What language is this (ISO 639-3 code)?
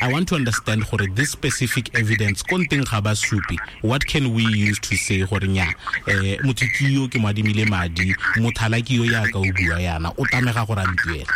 tsn